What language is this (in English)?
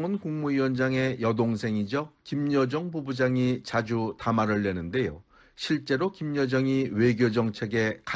Korean